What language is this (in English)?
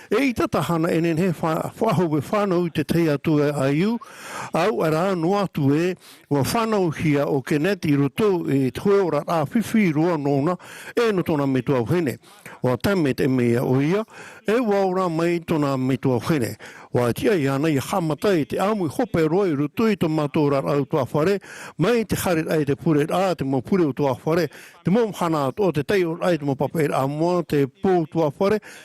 Tahitian